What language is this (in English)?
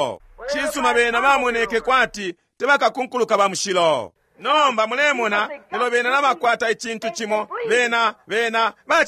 Bemba